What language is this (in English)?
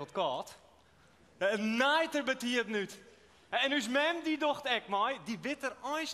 Western Frisian